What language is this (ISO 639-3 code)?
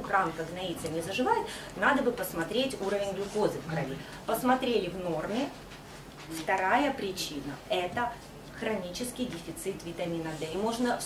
rus